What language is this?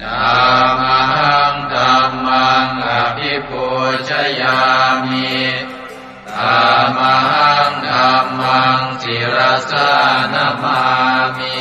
Pali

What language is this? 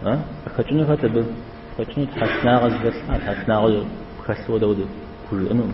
Kabardian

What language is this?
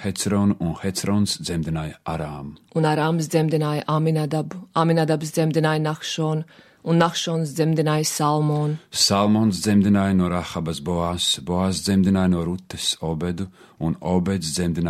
Latvian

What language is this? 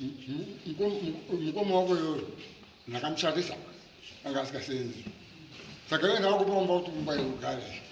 Shona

